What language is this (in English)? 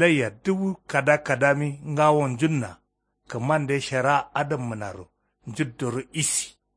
Kanuri